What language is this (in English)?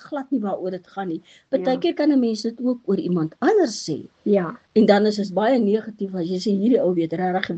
Afrikaans